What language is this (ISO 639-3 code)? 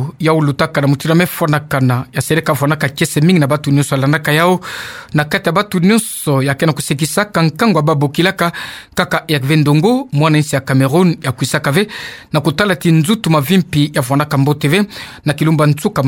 ktu